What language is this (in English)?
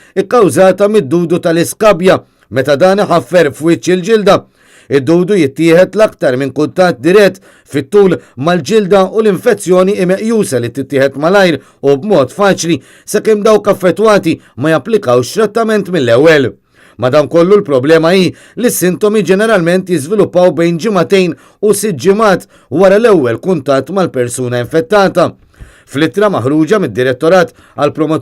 Maltese